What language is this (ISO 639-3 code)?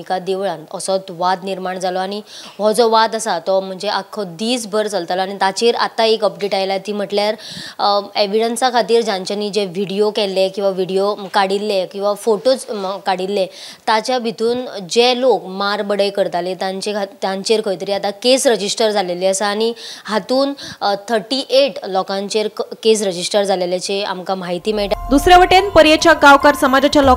kok